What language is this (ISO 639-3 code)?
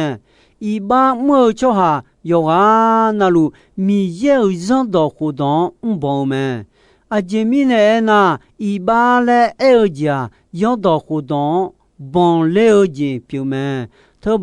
ahk